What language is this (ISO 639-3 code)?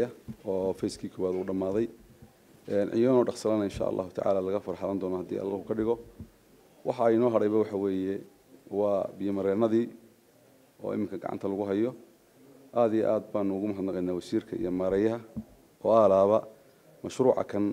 som